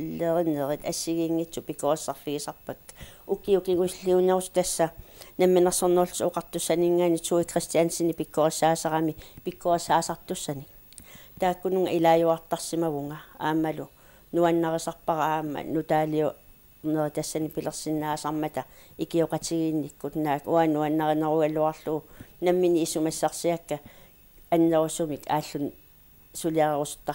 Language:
Kalaallisut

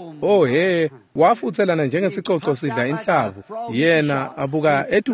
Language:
Swati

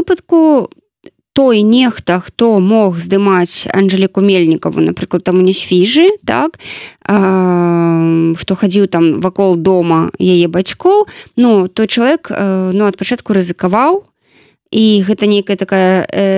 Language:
Belarusian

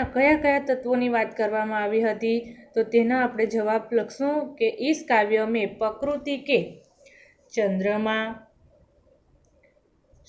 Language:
Gujarati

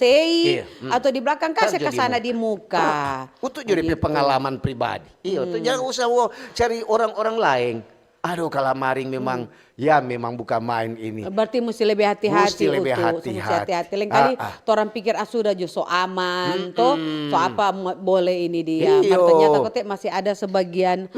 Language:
Manado Malay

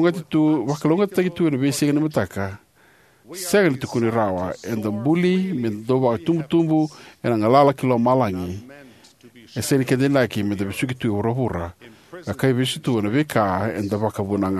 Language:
Fijian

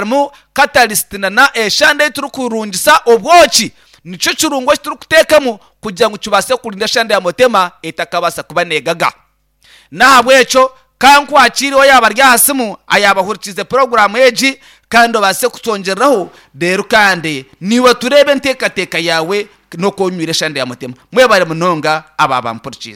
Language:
Nyankole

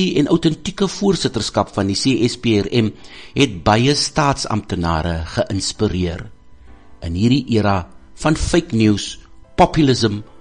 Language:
Afrikaans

